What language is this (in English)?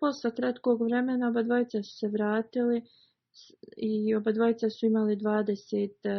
Bosnian